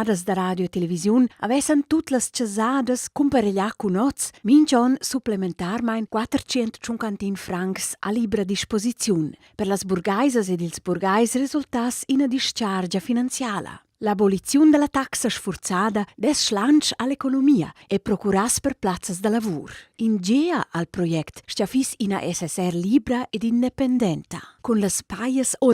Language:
Romansh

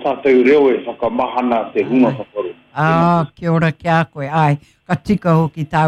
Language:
Māori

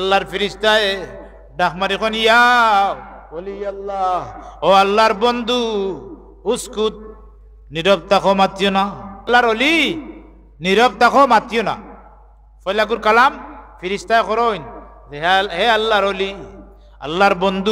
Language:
Sylheti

